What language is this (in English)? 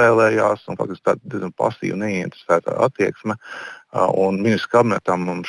Latvian